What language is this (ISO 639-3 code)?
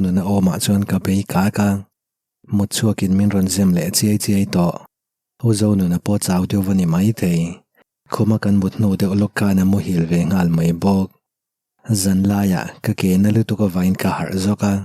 lus